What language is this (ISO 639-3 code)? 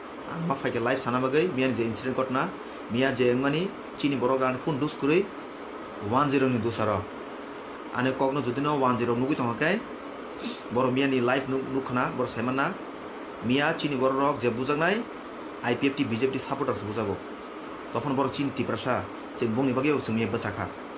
trp